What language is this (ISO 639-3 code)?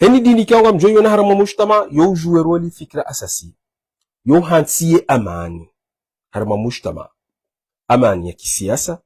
zdj